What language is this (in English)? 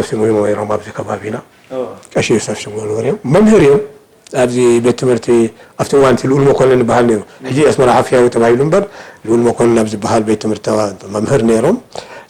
Tigrinya